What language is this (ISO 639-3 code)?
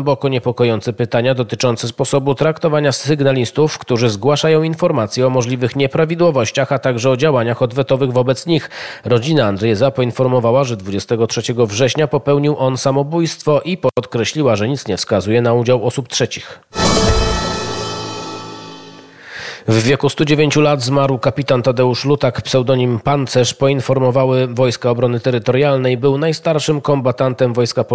pol